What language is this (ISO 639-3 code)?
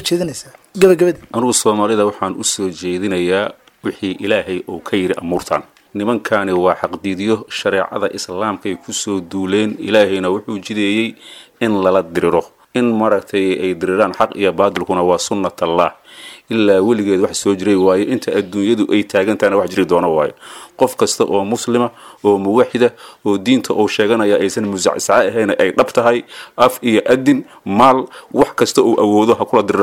som